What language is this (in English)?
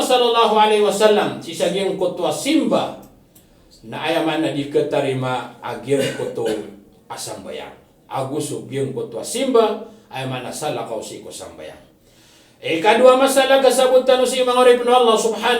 Maranao